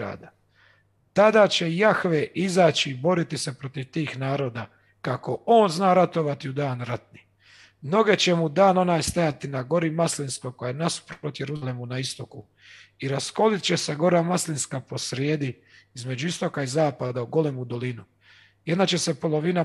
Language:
Croatian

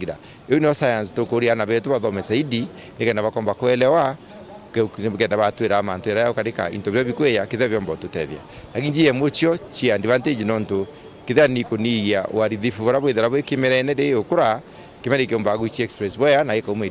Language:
Meru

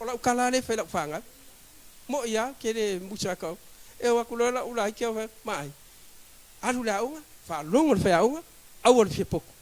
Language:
Samoan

